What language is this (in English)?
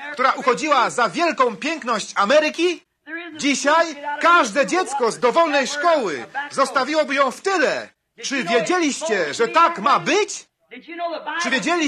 Polish